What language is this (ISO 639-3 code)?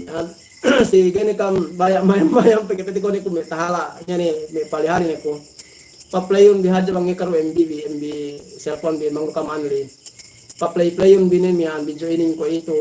yka